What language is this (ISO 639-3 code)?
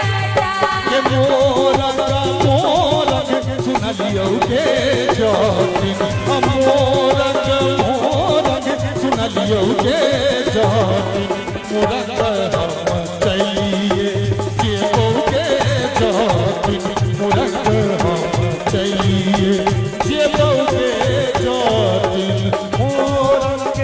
mai